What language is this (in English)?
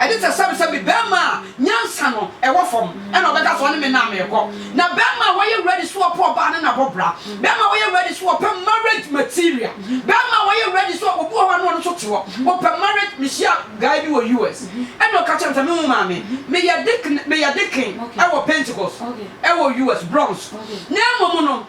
Akan